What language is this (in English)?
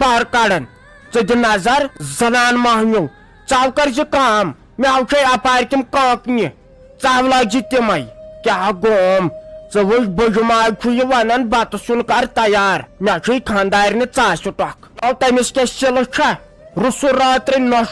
Kashmiri